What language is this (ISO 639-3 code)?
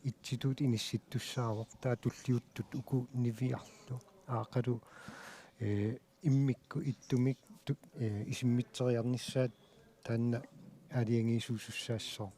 kal